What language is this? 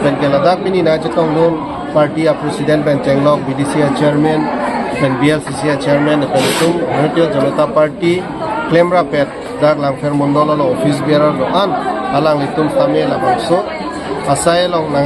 Karbi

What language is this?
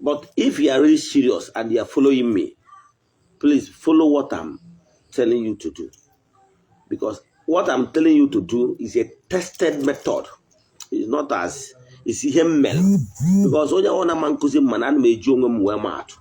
Igbo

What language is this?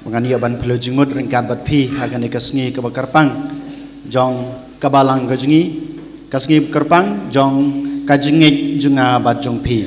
Khasi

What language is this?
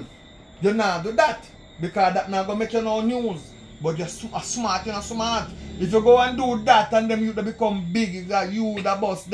Jamaican Creole English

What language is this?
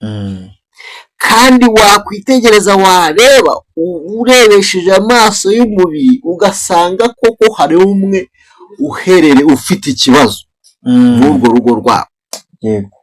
Kinyarwanda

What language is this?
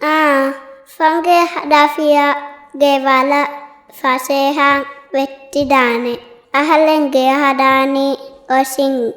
Divehi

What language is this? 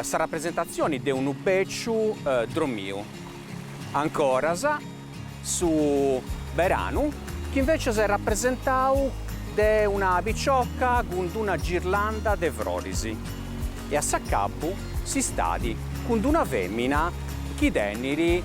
Sardinian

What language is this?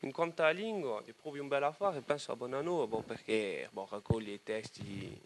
Corsican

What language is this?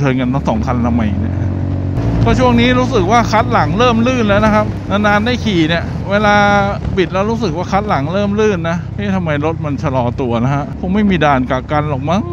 Thai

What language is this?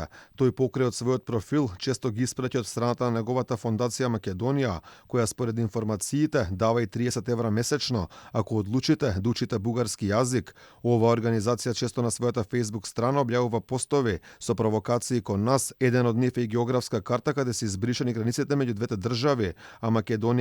Macedonian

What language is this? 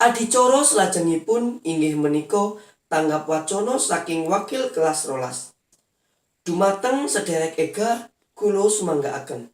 Javanese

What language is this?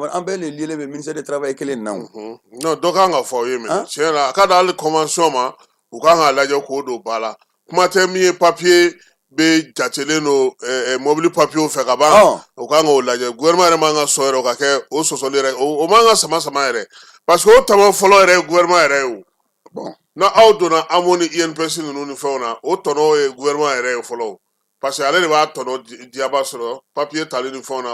Bambara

